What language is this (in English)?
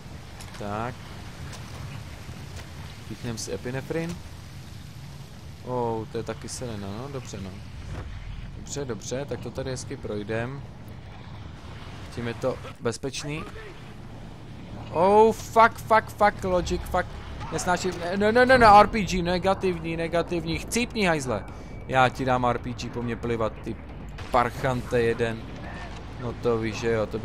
Czech